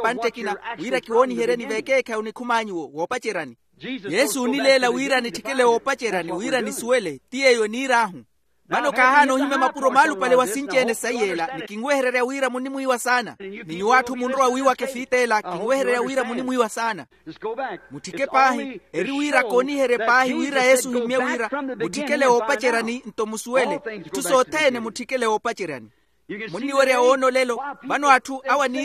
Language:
Makhuwa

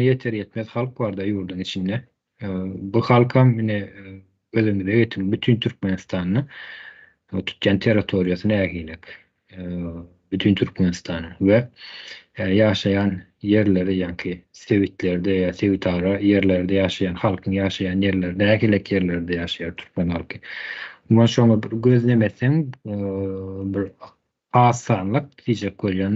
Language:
Turkmen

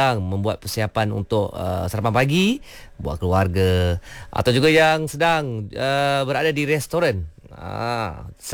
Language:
Malay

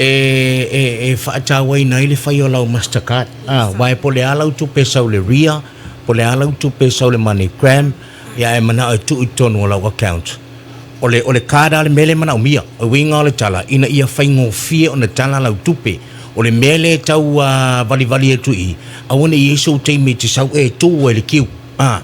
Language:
Samoan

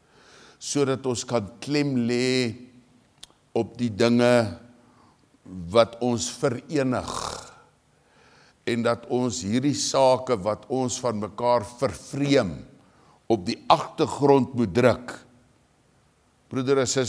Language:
Afrikaans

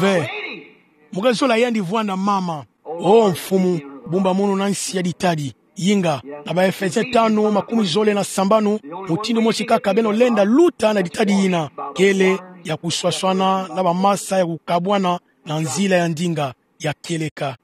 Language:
Kituba (Democratic Republic of Congo)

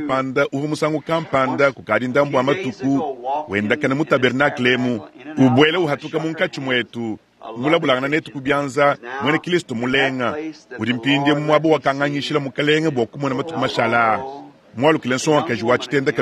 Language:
Luba-Lulua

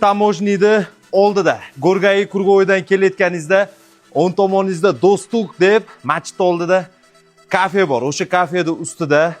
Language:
Uzbek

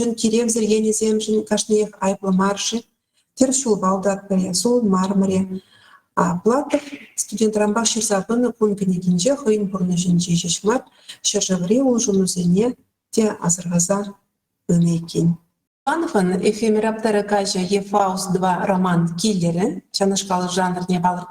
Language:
Chuvash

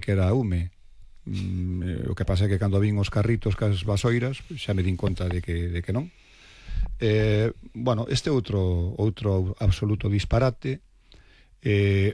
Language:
Galician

